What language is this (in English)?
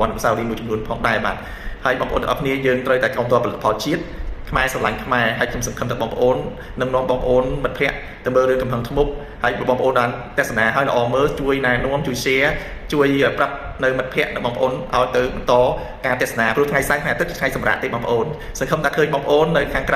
Khmer